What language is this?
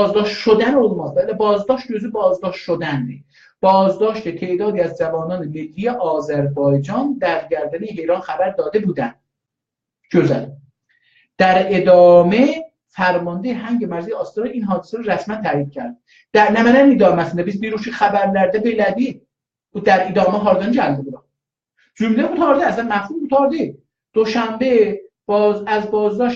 South Azerbaijani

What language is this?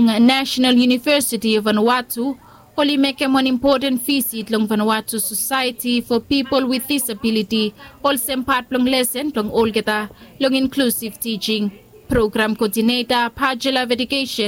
Bislama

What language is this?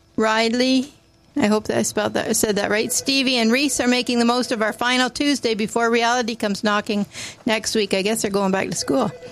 English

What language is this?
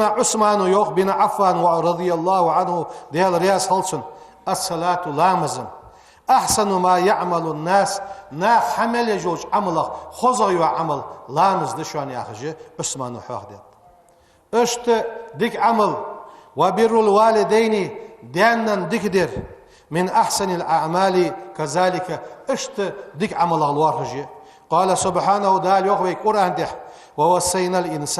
Ingush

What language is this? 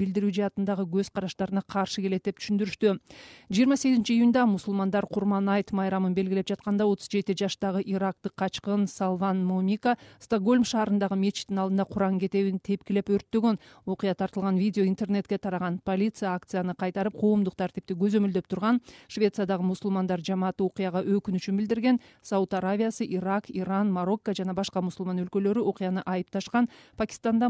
Kyrgyz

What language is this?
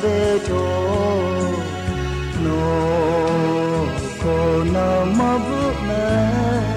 Lahu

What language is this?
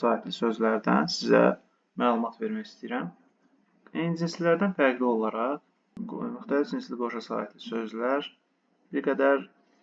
Azerbaijani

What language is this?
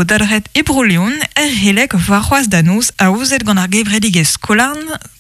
Breton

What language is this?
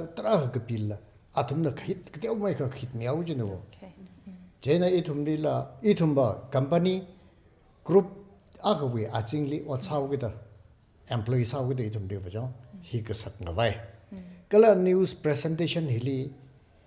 Tangkhul Naga (India)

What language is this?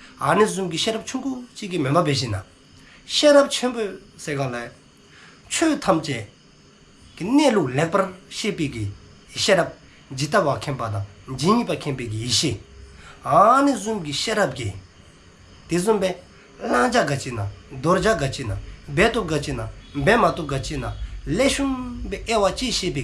Dzongkha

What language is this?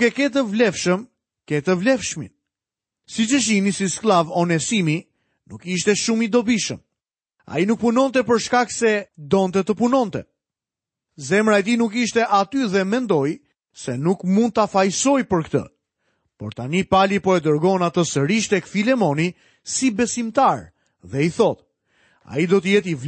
Albanian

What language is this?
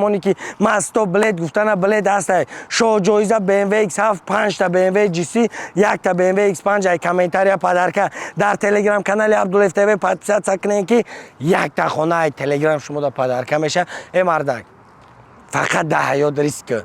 Tajik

